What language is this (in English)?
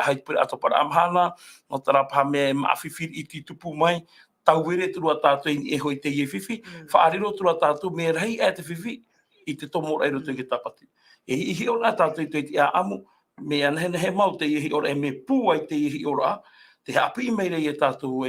Tahitian